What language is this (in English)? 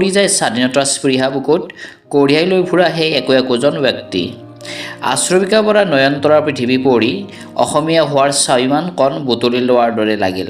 Assamese